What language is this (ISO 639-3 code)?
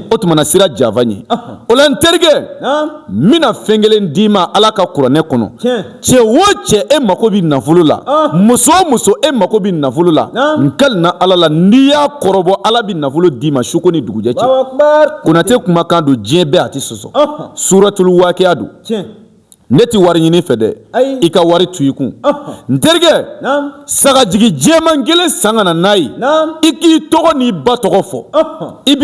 bam